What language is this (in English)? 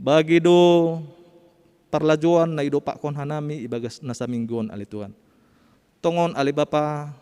Batak Simalungun